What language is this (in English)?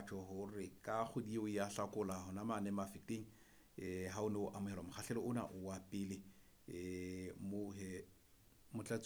Southern Sotho